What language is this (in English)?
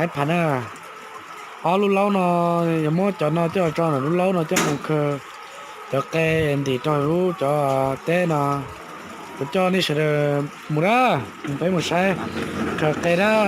Hmong